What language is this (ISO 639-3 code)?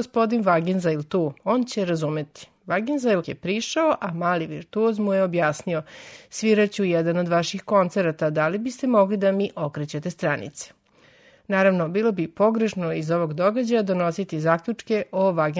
srp